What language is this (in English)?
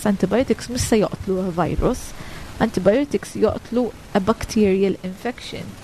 Maltese